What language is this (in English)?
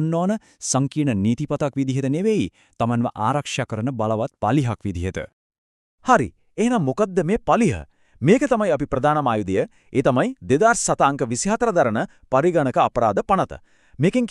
Sinhala